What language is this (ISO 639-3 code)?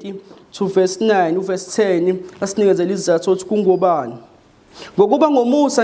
zul